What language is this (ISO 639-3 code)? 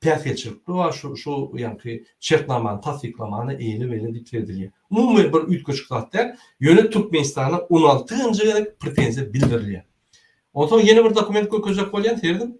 tuk